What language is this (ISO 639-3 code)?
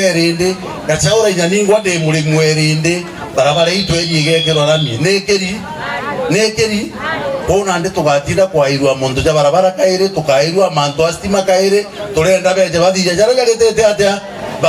mer